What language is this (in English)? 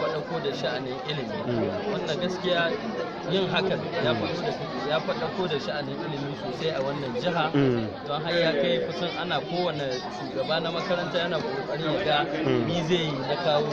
Hausa